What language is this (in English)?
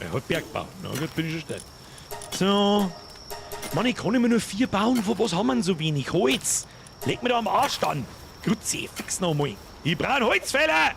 Bavarian